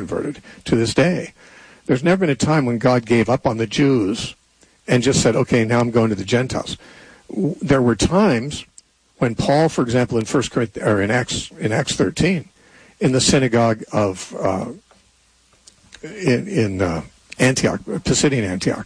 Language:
English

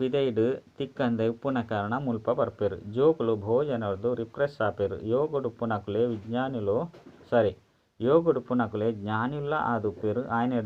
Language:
Tulu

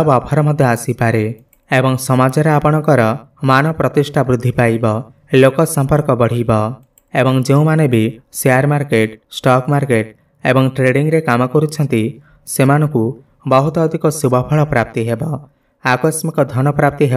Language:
Odia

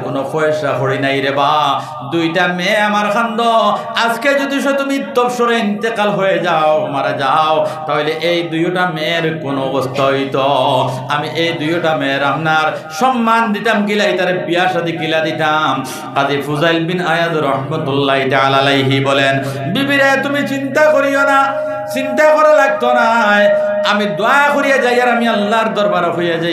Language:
Sylheti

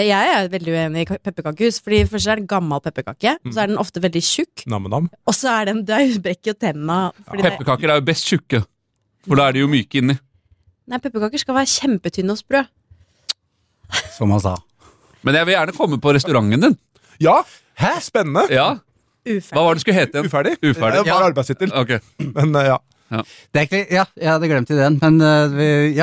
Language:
Norwegian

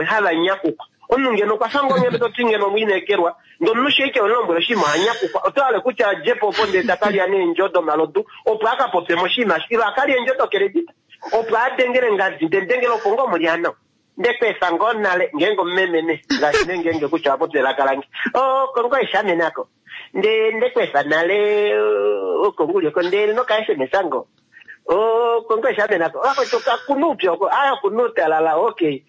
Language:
Kuanyama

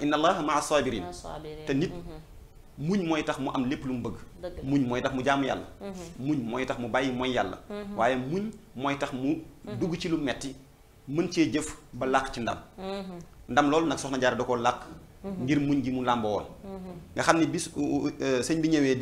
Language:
Wolof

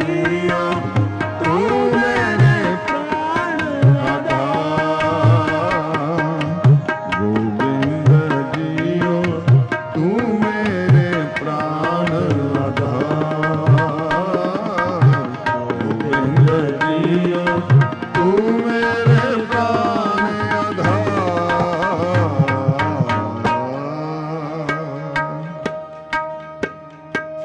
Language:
Punjabi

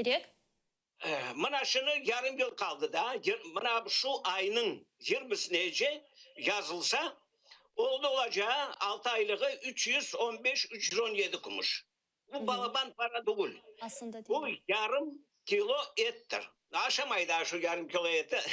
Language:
Crimean Tatar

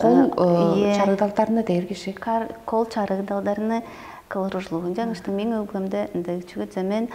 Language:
Tuvinian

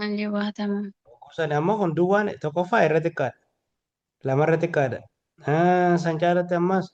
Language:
Oromo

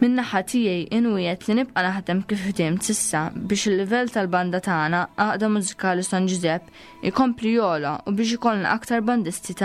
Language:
Maltese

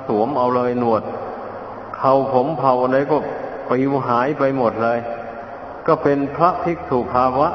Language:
Thai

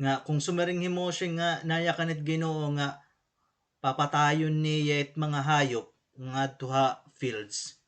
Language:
Waray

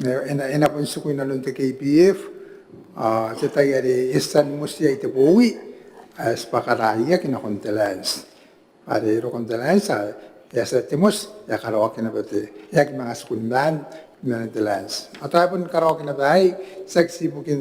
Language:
Gilbertese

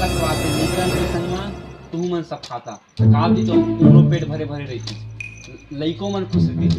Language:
Chhattisgarhi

